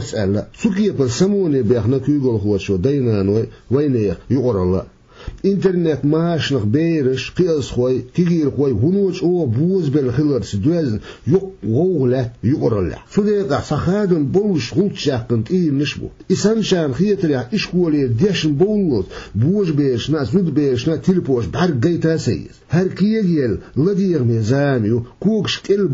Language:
Chechen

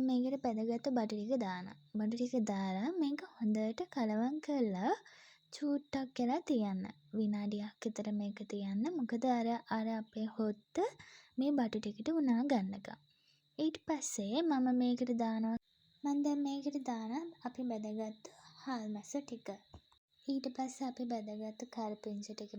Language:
Sinhala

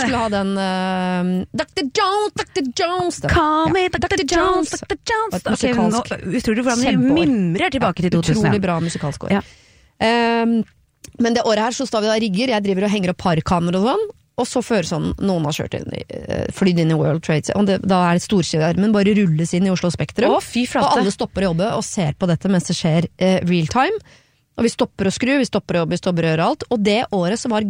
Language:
Norwegian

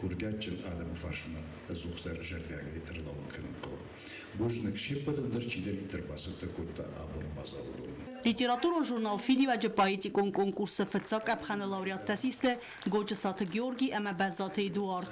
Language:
Ossetic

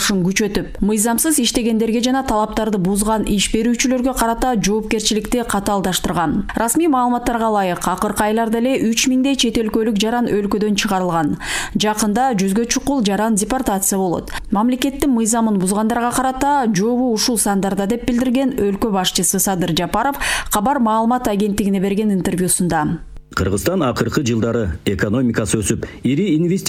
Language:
Kyrgyz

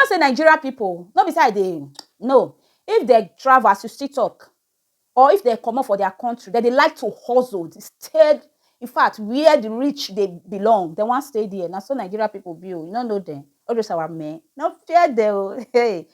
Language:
Nigerian Pidgin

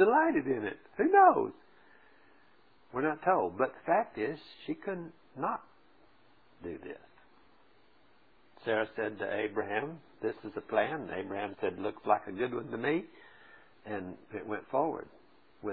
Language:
English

